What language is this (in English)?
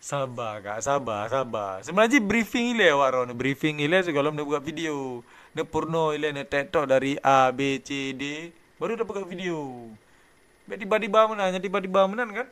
Achinese